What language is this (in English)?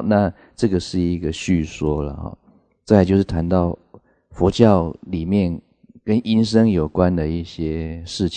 Chinese